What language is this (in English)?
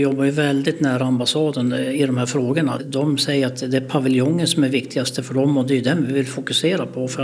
Swedish